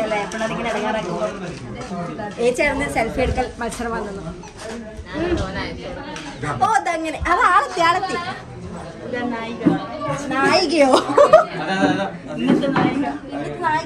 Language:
Malayalam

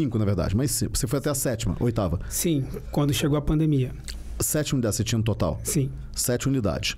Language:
Portuguese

